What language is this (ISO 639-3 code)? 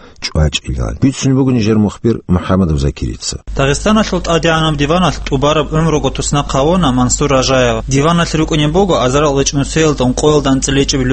ava